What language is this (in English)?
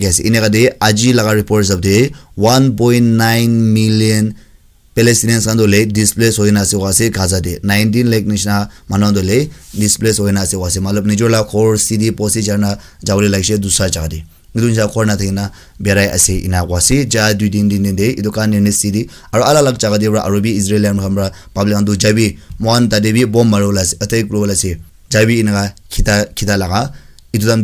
Naga Pidgin